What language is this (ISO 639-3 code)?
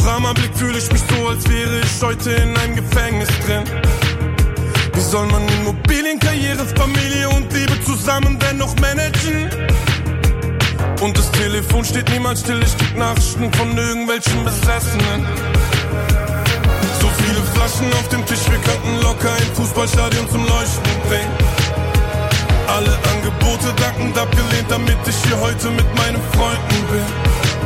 deu